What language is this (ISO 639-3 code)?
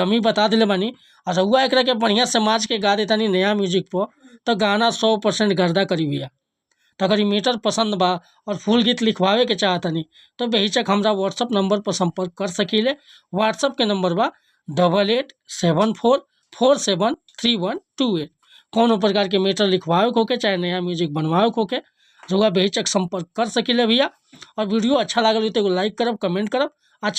bho